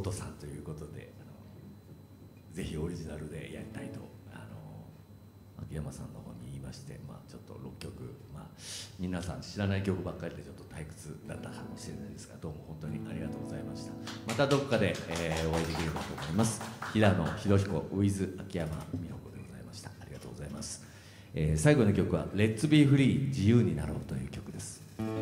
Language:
Japanese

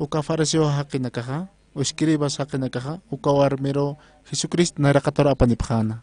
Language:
Aymara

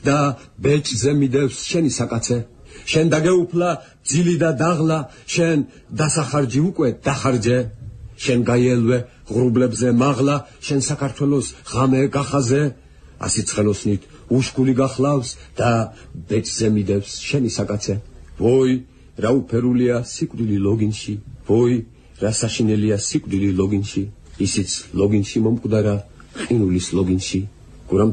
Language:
Georgian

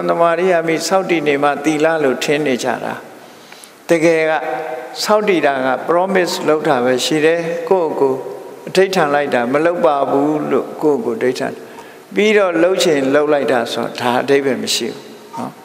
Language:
Burmese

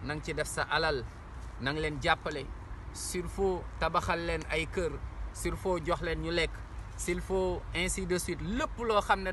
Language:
Wolof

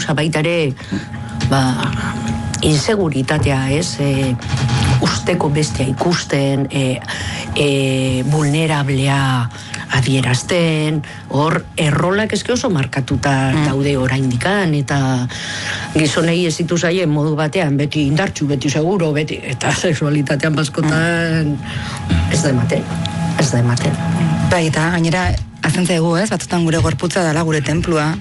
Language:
Basque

